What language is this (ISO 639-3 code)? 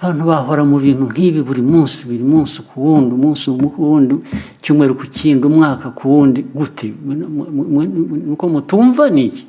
kin